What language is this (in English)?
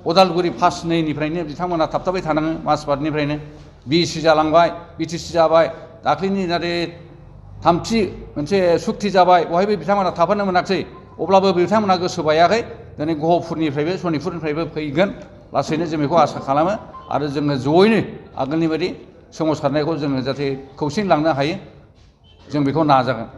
Bodo